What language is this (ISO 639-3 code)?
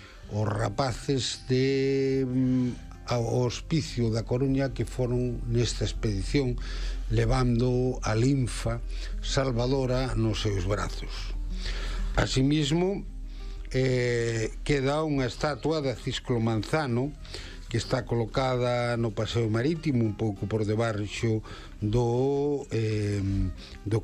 glg